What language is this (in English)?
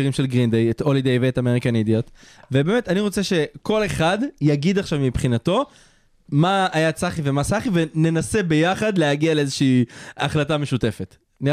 Hebrew